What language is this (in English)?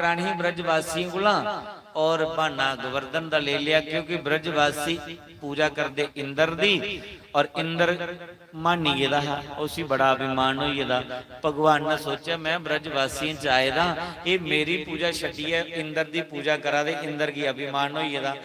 Dogri